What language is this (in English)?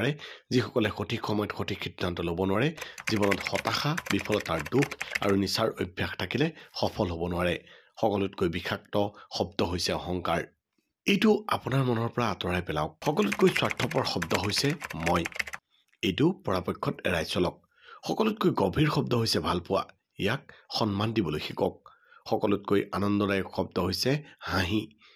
Assamese